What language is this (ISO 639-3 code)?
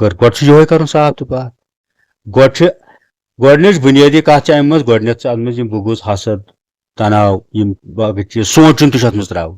kas